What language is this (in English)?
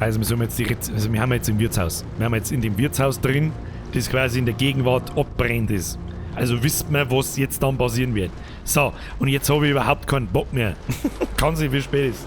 Bavarian